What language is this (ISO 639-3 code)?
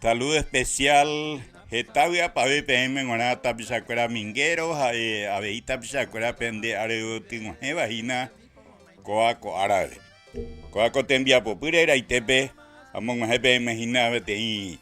grn